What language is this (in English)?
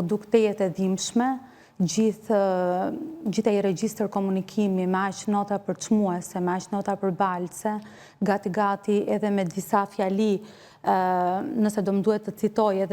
Albanian